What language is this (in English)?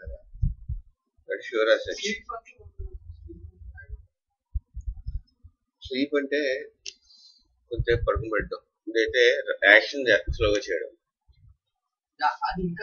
Telugu